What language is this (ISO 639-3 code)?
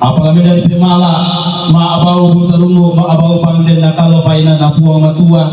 sda